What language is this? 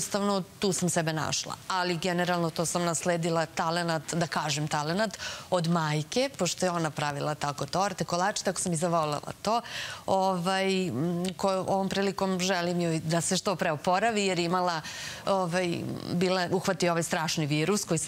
Serbian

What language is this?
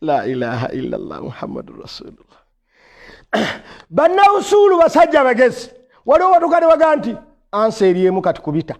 Ganda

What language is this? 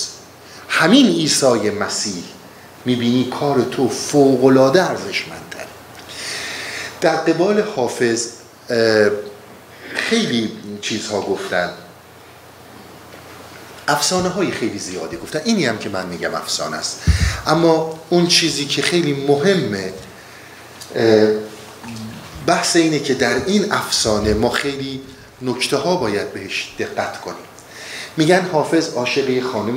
Persian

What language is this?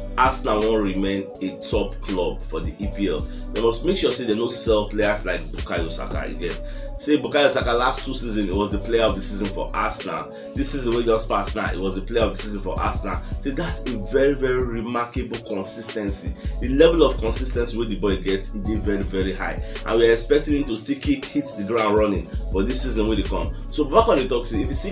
Nigerian Pidgin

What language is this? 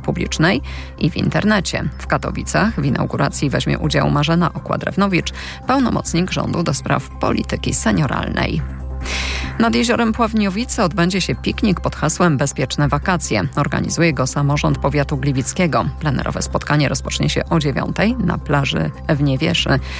Polish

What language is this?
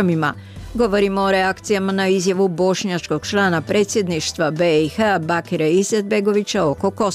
Bosnian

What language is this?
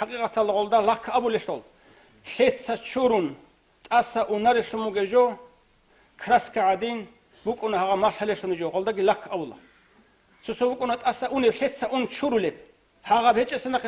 Avaric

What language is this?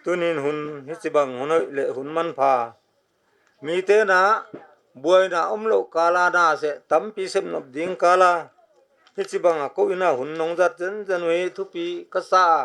Paite Chin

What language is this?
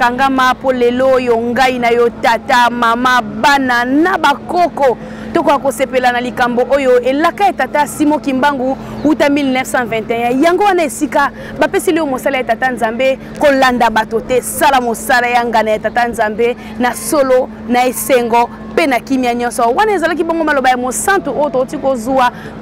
Lingala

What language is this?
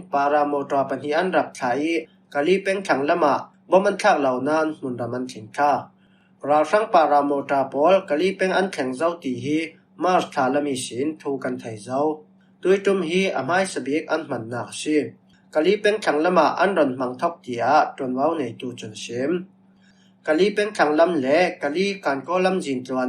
Falam Chin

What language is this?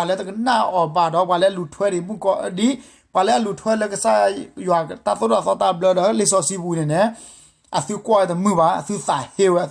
S'gaw Karen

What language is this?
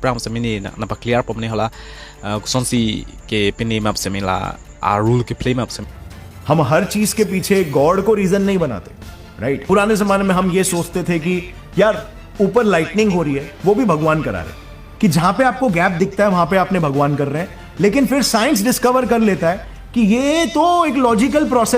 Karbi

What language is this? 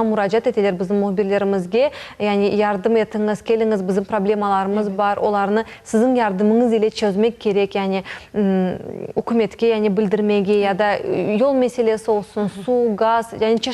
Crimean Tatar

